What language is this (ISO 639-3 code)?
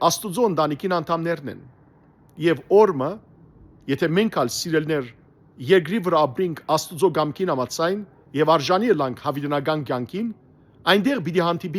hyw